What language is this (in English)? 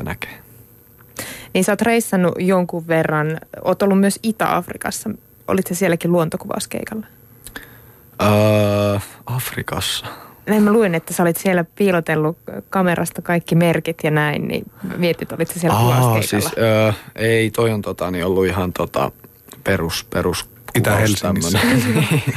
Finnish